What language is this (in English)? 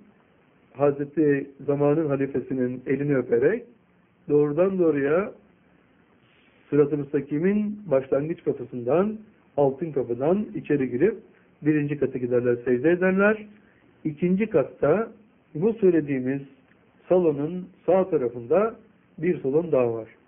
Turkish